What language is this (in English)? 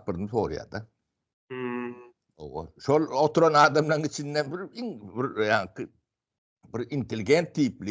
Turkmen